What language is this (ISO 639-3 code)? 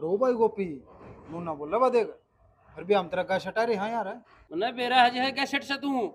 bgc